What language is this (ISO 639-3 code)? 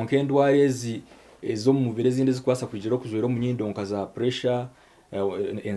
nyn